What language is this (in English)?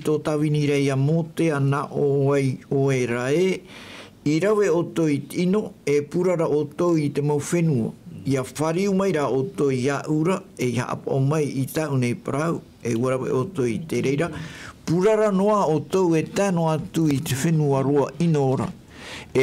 Tahitian